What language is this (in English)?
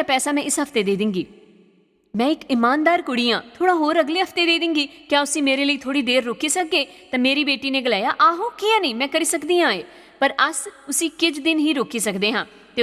Dogri